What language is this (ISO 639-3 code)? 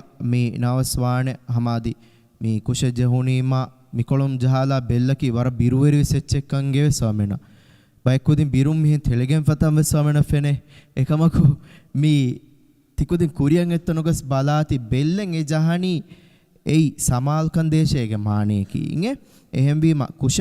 div